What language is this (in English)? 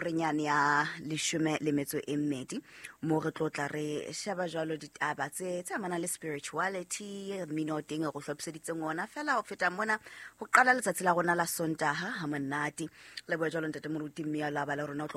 Southern Sotho